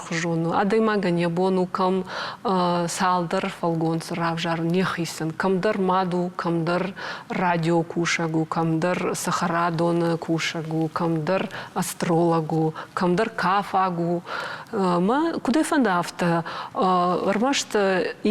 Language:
Ossetic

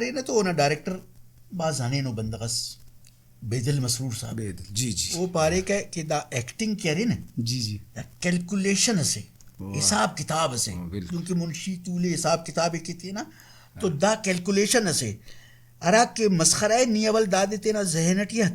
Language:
Brahui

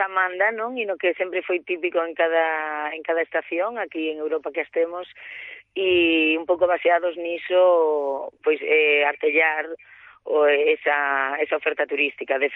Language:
Galician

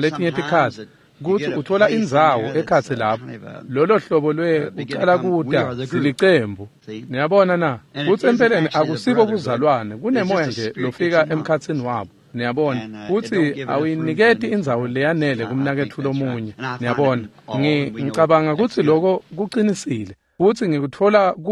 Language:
Swati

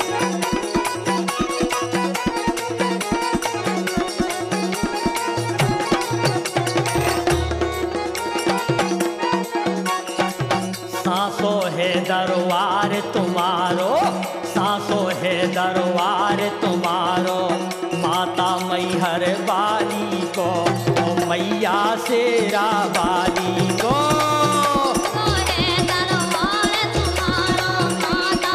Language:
Bundeli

